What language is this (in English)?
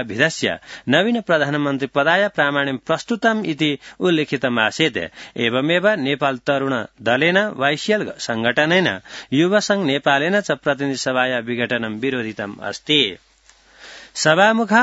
Sanskrit